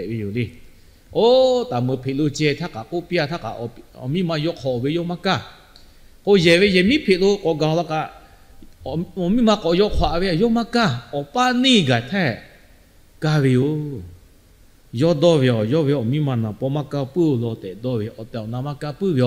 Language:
Lahu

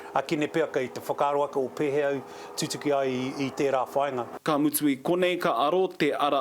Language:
Māori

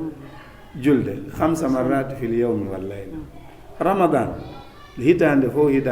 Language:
Fula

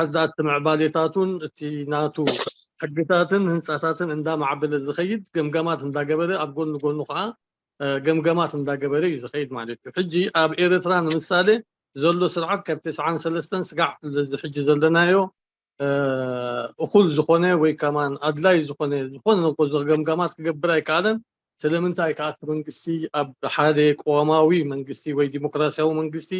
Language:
Tigrinya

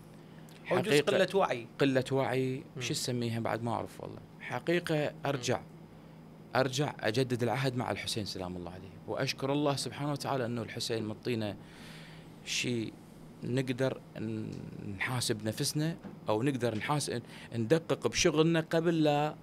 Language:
Mesopotamian Arabic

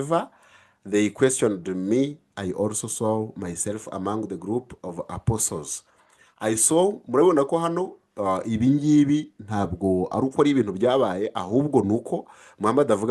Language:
Kinyarwanda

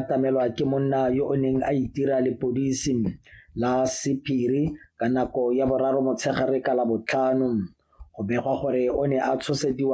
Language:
Tswana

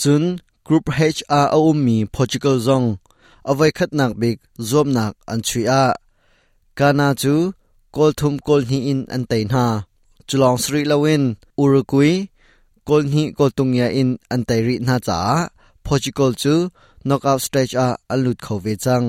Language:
Hakha Chin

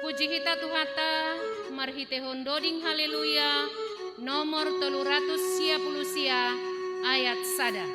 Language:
Batak Simalungun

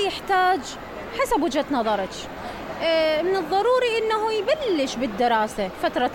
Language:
Mesopotamian Arabic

